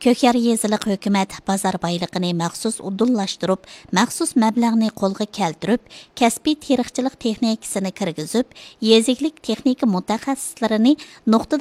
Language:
Uyghur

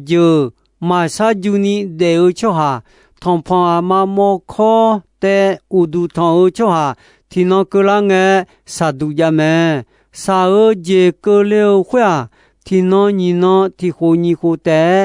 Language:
Akha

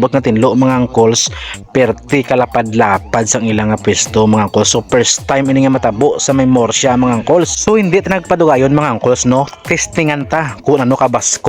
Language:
Hiligaynon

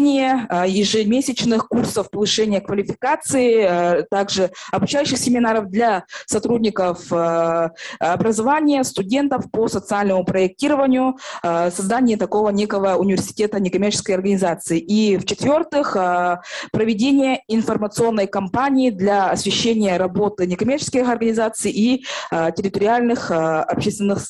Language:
Russian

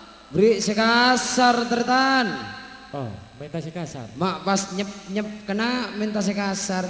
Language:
Madurese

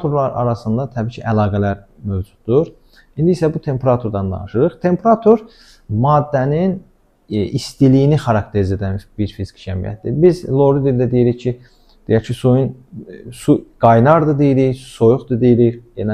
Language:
Azerbaijani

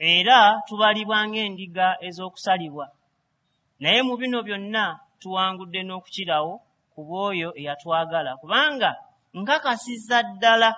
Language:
Ganda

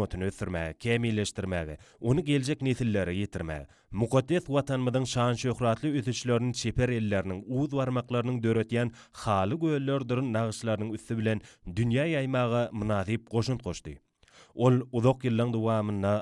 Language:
Turkmen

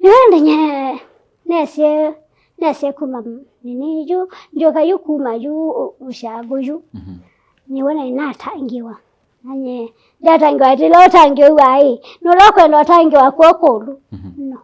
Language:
Kamba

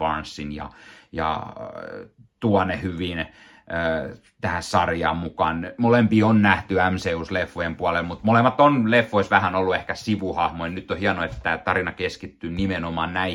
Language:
Finnish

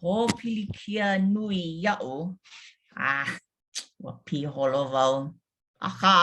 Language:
Hawaiian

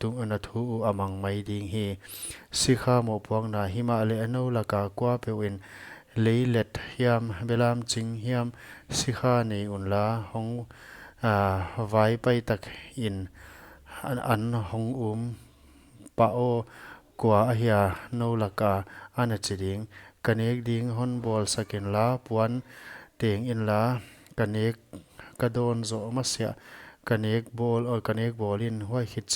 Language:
Paite Chin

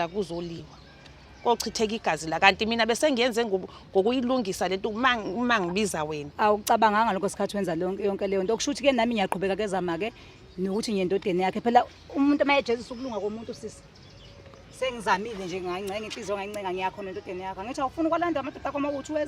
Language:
Zulu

